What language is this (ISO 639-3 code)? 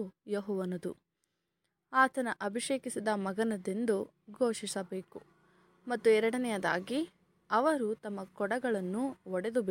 kan